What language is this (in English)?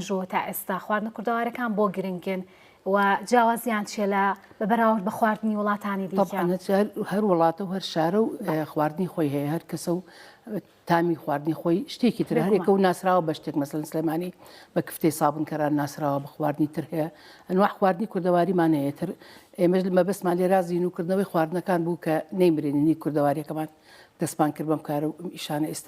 Central Kurdish